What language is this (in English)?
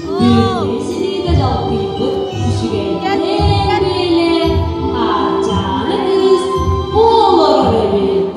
Yakut